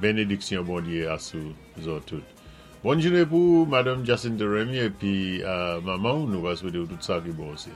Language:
Saint Lucian Creole French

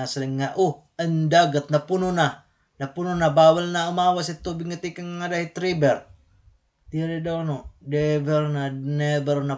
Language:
Waray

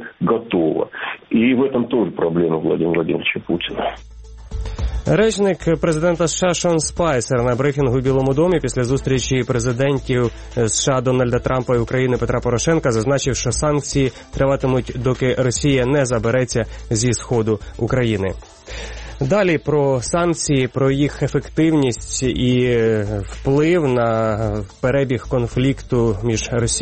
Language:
Ukrainian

